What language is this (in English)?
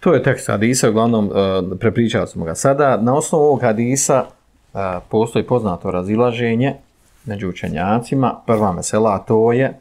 Bosnian